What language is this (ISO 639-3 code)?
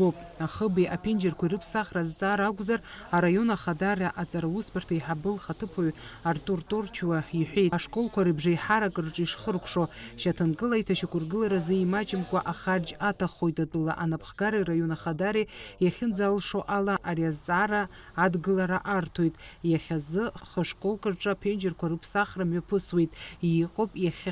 abk